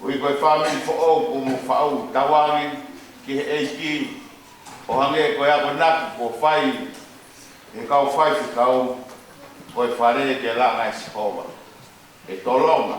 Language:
Tongan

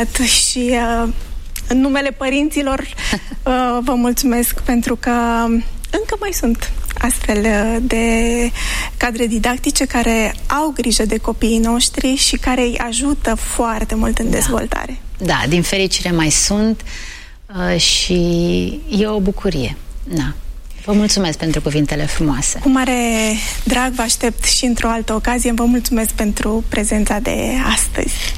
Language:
Romanian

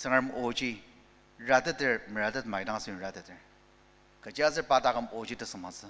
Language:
Ao Naga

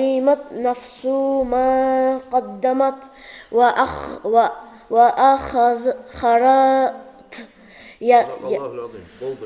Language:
Kumyk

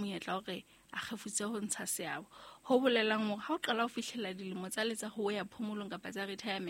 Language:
Southern Sotho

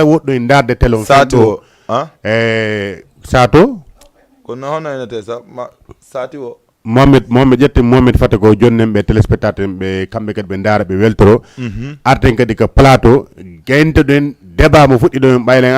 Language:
Fula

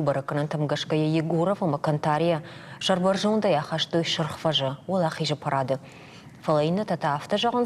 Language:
Ossetic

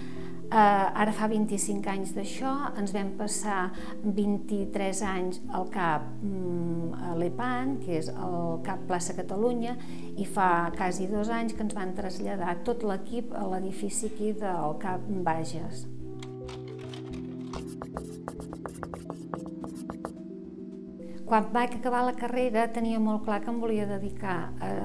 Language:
Catalan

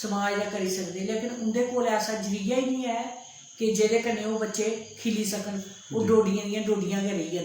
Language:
Dogri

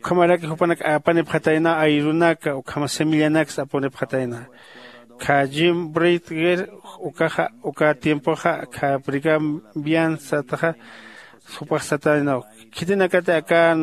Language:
Aymara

